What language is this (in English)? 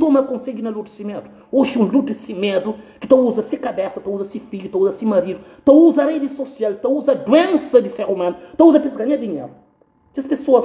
Kabuverdianu